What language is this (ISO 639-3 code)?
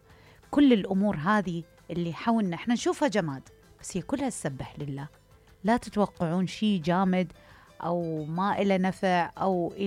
acm